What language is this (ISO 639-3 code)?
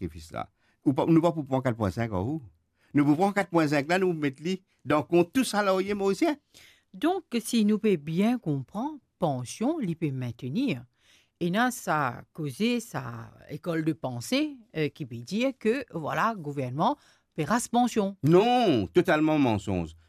mfe